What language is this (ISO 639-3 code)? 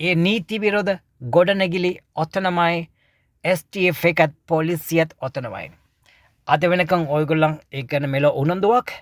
sin